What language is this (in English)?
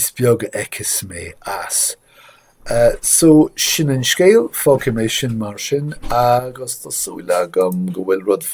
Irish